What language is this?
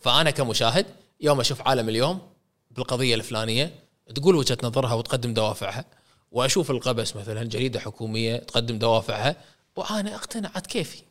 Gulf Arabic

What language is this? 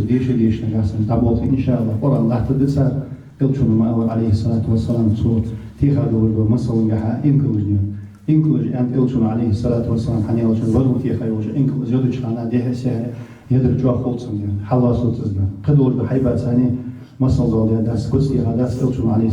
Ingush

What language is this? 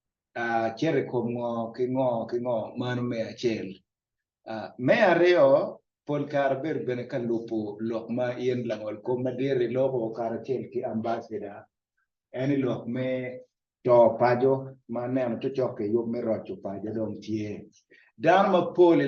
Acoli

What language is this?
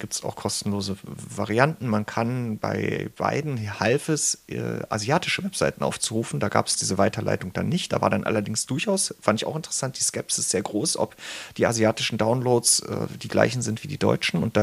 German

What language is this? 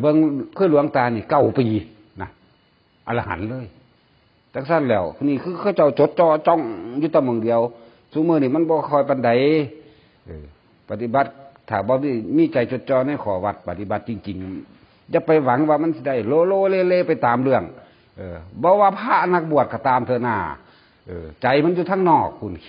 Northeastern Thai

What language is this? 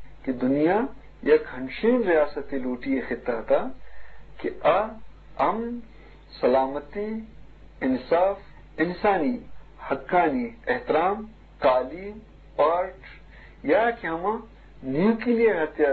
Eastern Balochi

